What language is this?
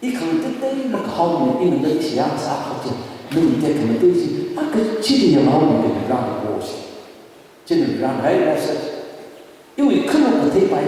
Tangkhul Naga (India)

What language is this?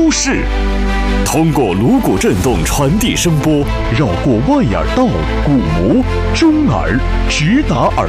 Chinese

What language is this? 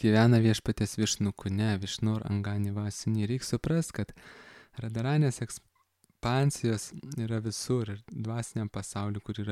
Lithuanian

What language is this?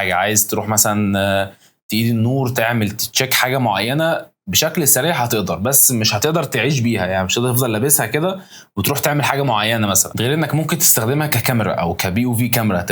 Egyptian Arabic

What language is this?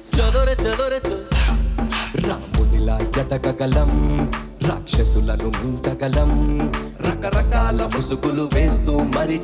Telugu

